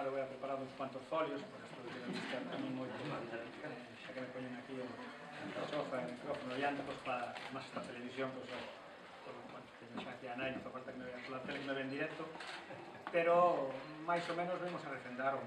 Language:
Galician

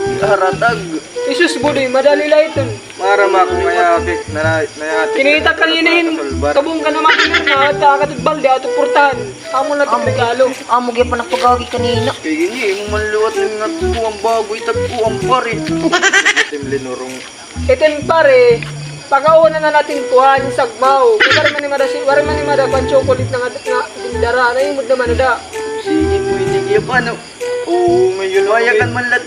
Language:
Waray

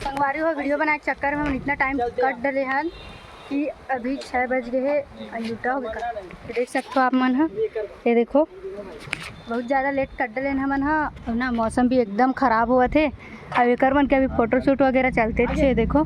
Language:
Chhattisgarhi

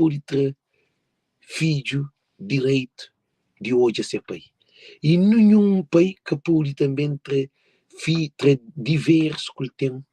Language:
Kabuverdianu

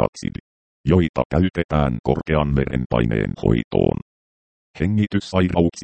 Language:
Finnish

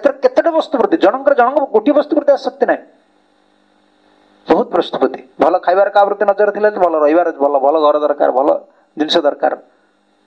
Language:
Odia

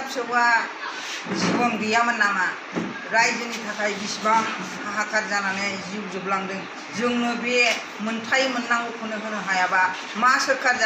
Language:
Bodo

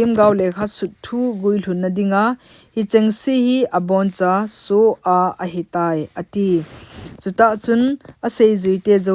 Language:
Thado Chin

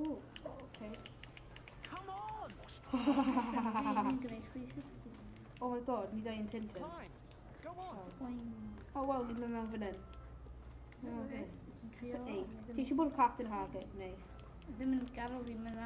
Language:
Welsh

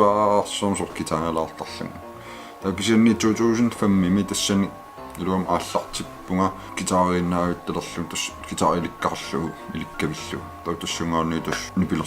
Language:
Kalaallisut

